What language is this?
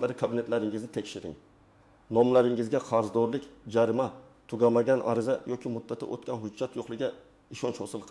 Uzbek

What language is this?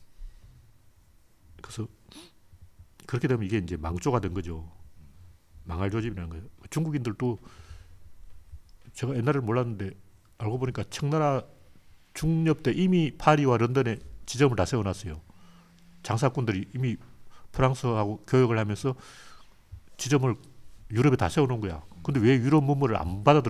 Korean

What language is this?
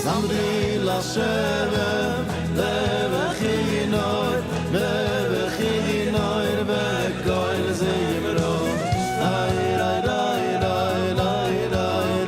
Yiddish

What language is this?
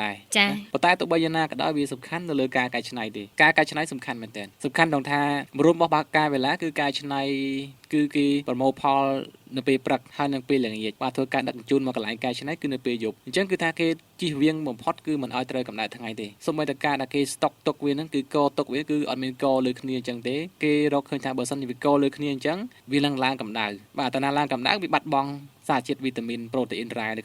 Khmer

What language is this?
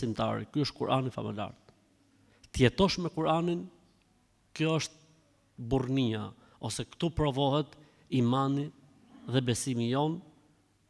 Albanian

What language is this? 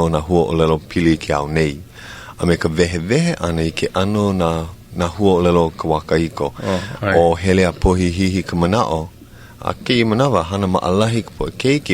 Hawaiian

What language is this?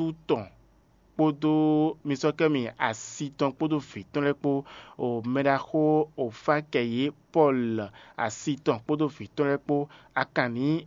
Fon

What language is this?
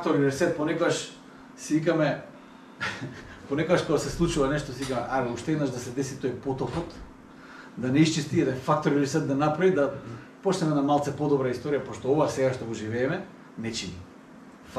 Macedonian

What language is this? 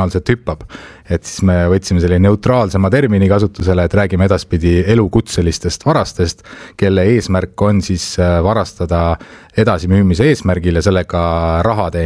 Estonian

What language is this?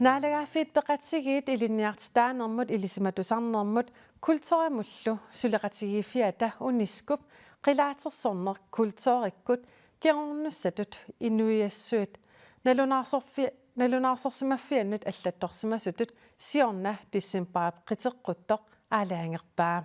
Kalaallisut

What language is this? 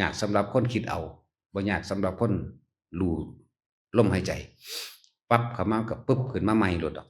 Northeastern Thai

